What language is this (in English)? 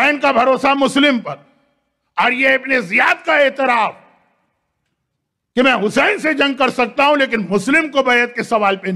Urdu